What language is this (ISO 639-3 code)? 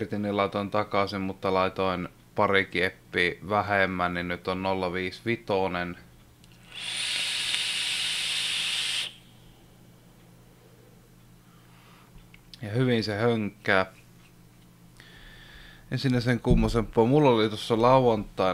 fin